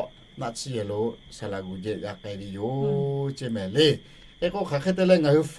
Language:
Lahu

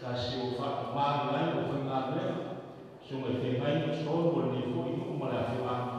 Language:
Samoan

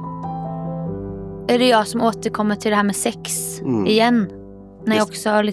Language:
Swedish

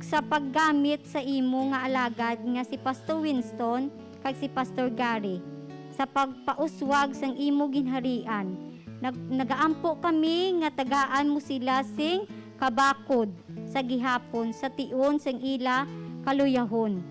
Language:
Hiligaynon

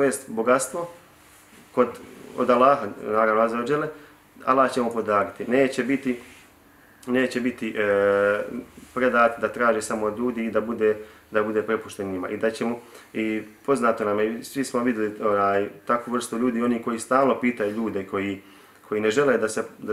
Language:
Bosnian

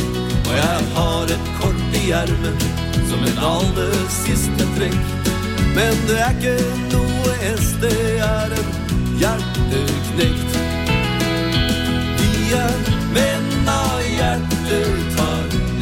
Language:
Norwegian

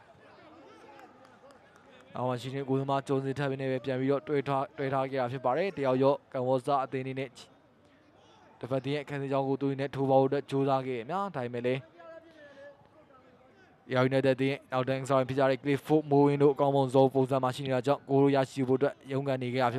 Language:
Burmese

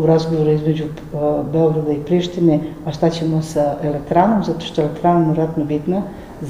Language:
Serbian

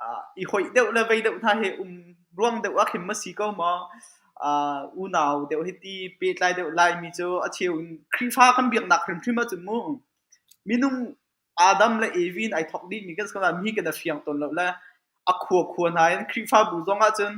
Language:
Hakha Chin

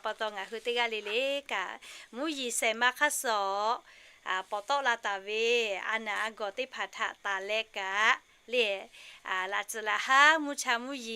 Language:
Lahu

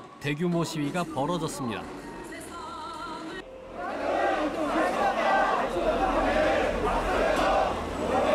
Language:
Korean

